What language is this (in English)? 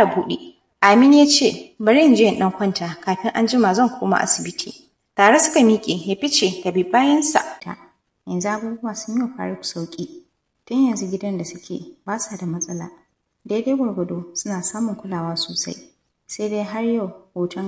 Hausa